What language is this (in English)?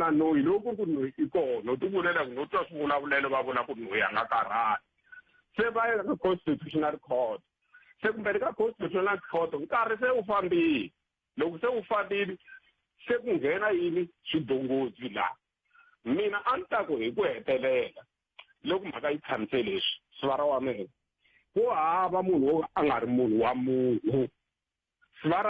Tsonga